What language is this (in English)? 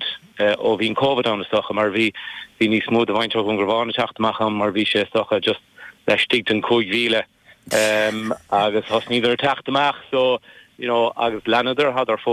Irish